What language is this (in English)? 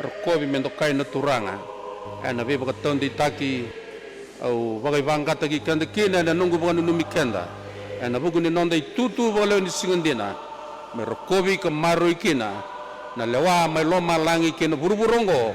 Fijian